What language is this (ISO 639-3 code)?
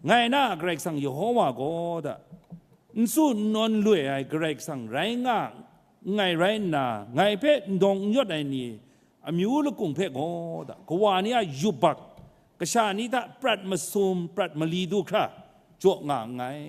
kac